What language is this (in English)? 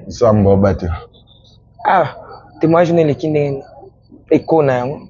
Lingala